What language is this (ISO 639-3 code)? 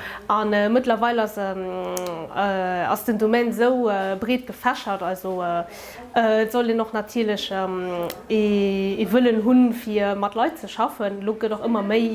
ltz